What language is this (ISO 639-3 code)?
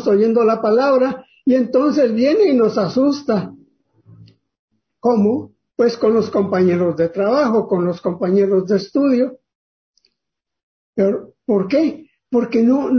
spa